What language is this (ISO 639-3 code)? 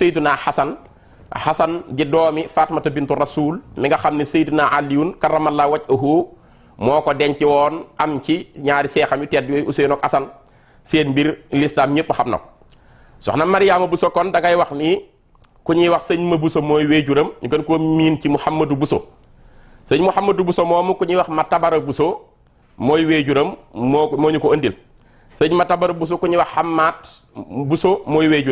wol